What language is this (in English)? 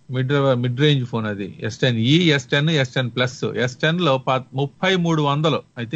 Telugu